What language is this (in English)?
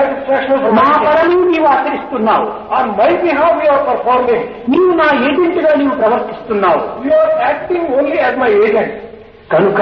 Telugu